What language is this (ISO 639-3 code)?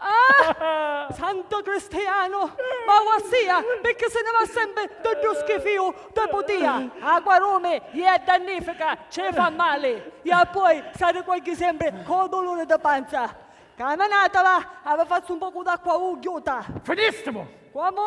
scn